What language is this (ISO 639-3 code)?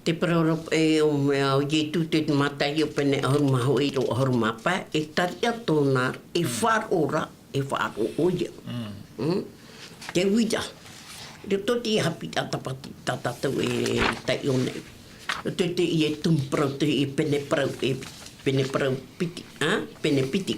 tah